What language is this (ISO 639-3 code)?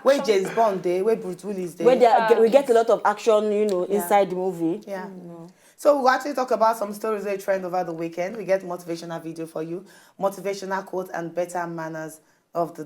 pcm